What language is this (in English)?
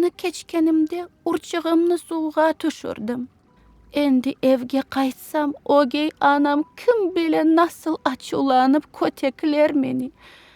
Crimean Tatar